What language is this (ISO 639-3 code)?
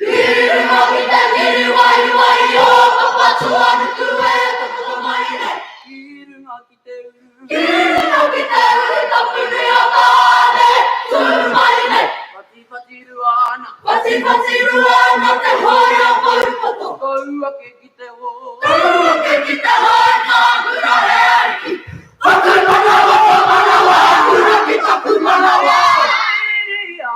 mri